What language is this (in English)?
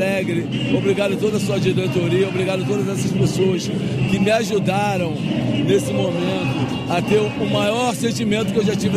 Portuguese